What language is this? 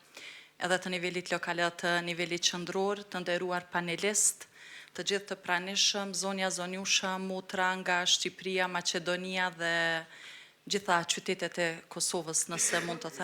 Albanian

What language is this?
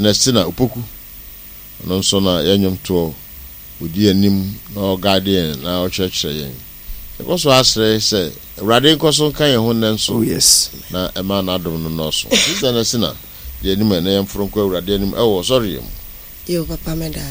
Akan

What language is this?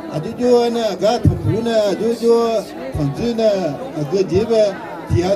Akha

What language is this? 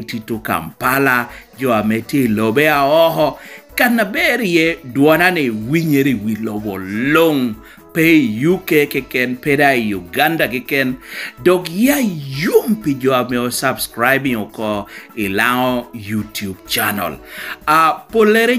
Lango (Uganda)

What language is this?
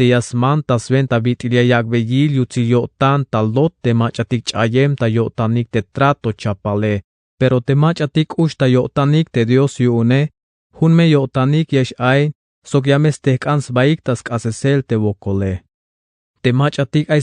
Tzeltal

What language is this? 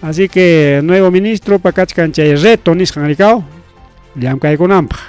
Ayacucho Quechua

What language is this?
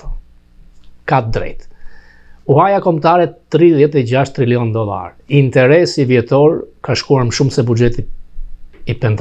Albanian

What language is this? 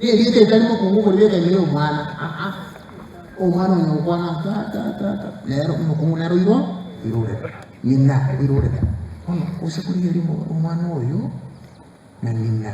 Gusii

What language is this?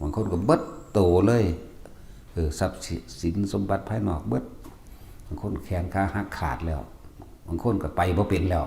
Northeastern Thai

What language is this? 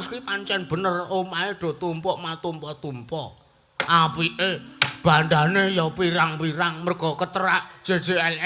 Javanese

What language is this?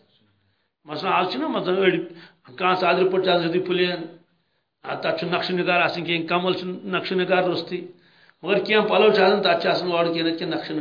Kashmiri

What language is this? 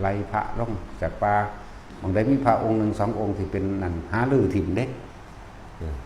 Northeastern Thai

